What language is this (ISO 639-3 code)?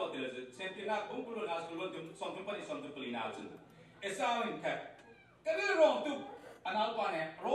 cfm